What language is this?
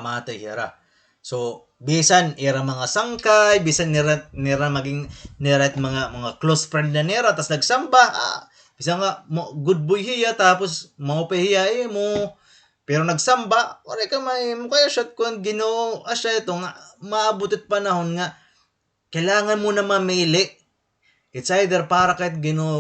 Waray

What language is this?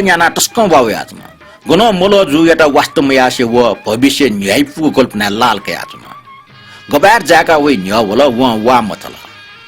Newari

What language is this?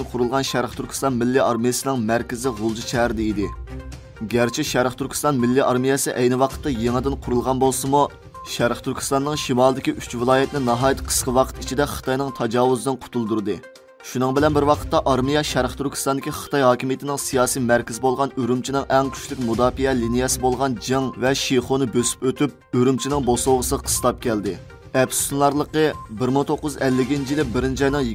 Uyghur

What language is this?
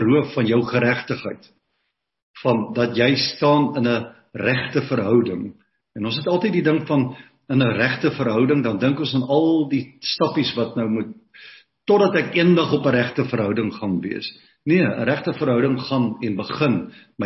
Afrikaans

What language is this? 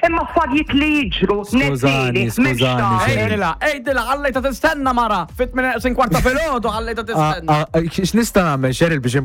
Maltese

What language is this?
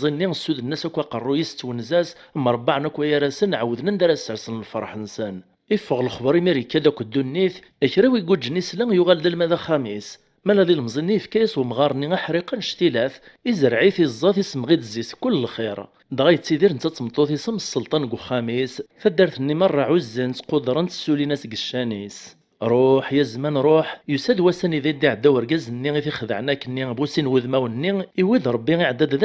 Kabyle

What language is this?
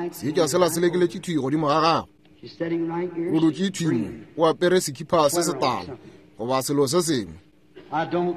Northern Sotho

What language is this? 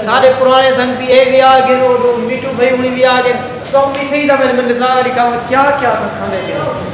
Saraiki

